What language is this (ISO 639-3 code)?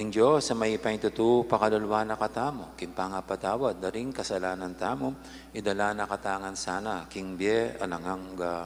pam